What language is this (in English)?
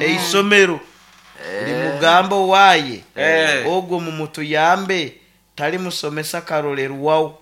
Nyankole